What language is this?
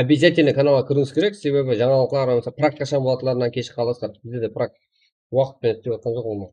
Kara-Kalpak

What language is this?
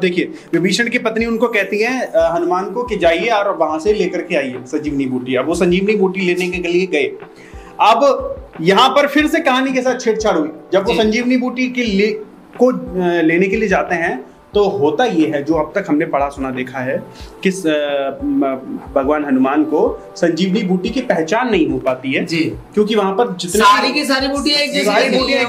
Hindi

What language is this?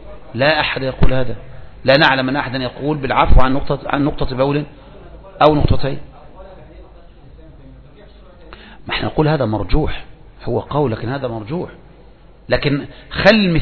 Arabic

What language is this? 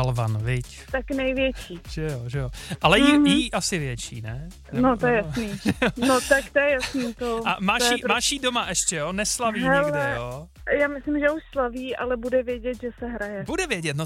Czech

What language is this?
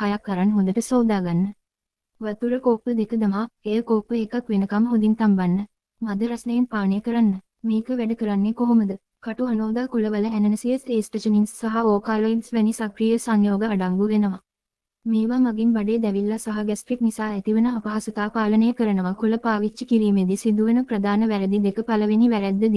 Sinhala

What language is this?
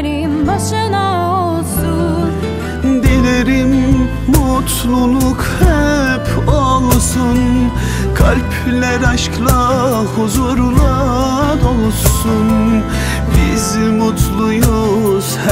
Turkish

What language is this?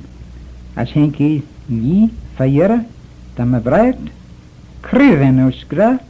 Manx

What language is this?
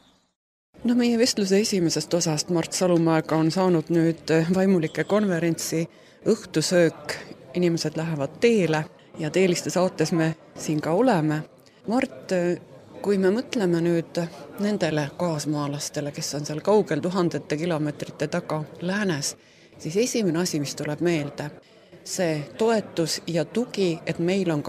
Estonian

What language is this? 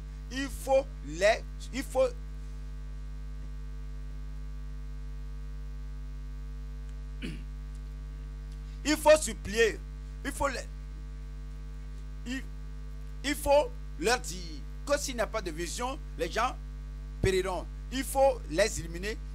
French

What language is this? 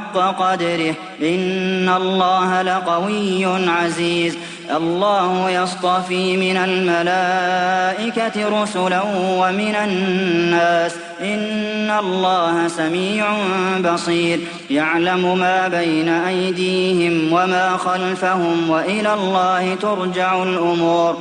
Arabic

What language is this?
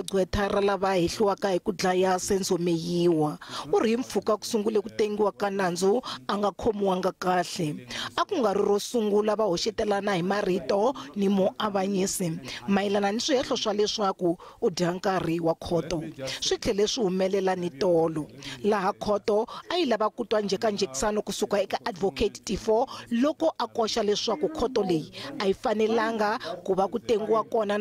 Tsonga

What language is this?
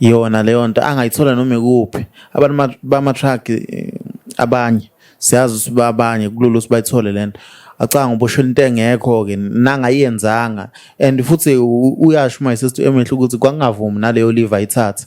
Zulu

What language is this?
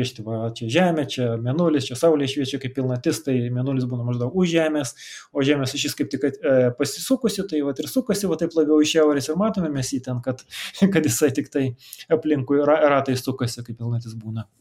Lithuanian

